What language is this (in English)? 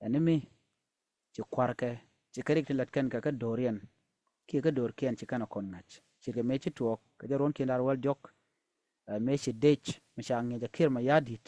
Nuer